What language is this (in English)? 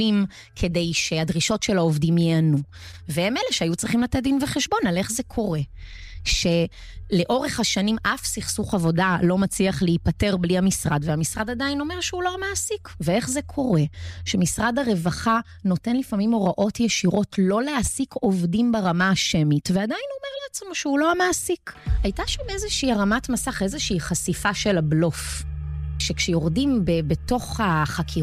Hebrew